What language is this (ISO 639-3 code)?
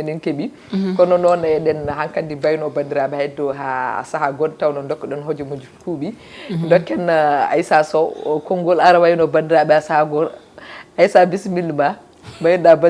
ful